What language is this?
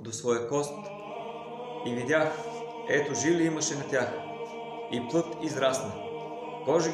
Bulgarian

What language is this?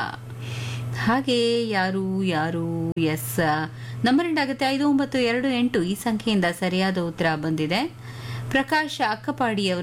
Kannada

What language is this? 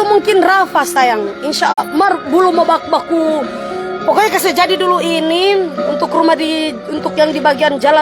Manado Malay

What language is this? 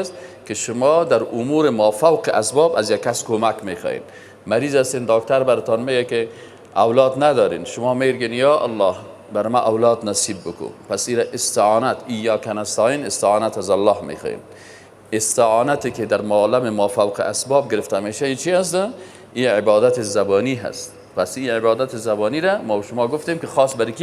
Persian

